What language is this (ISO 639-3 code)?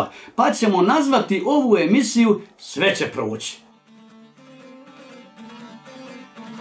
bos